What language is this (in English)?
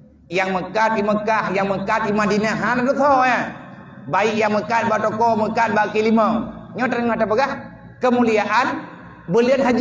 Achinese